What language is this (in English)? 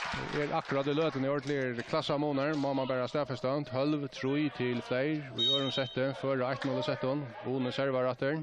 Faroese